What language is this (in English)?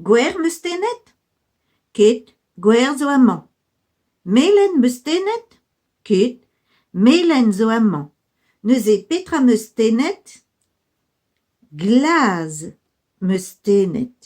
Breton